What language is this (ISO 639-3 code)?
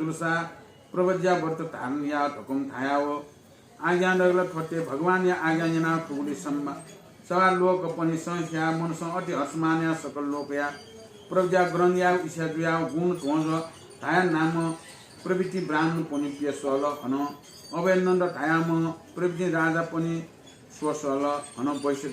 new